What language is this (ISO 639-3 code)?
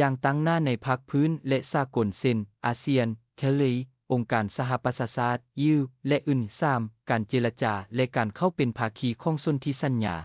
lao